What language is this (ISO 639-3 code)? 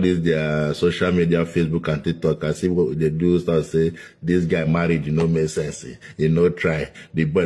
pcm